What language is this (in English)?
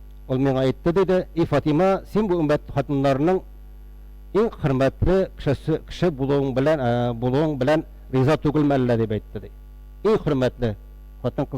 Tatar